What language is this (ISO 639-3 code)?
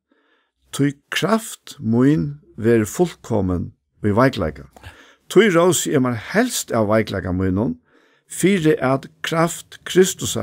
fao